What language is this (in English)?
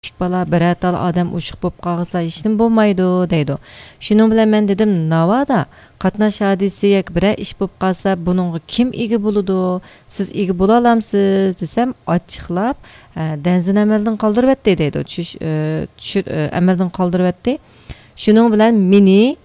Uyghur